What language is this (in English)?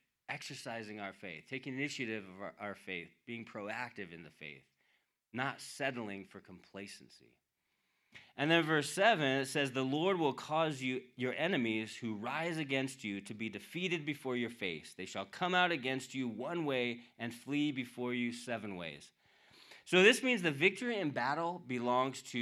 English